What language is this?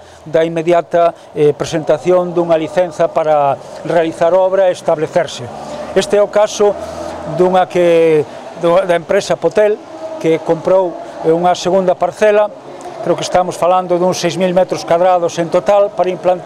Galician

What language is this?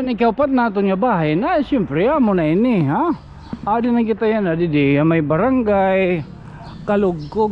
Waray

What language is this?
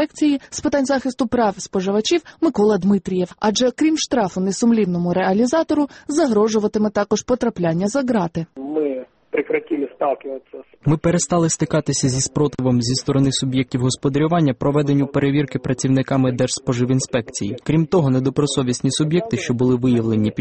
Ukrainian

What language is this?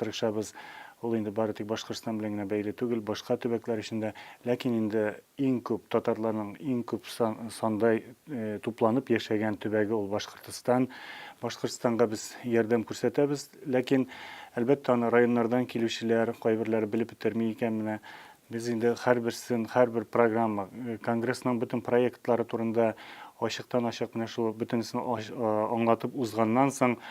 Tatar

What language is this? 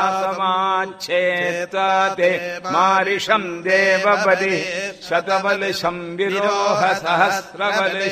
Tamil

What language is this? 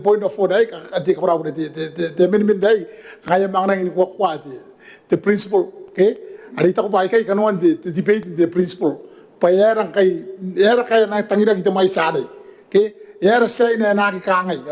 Gilbertese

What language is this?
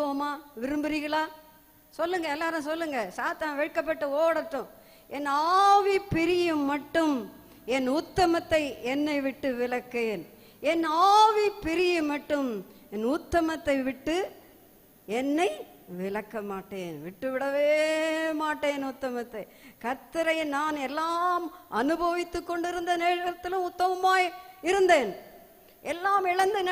Tamil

